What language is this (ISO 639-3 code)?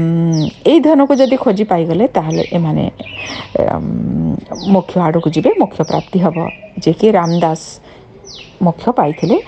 ori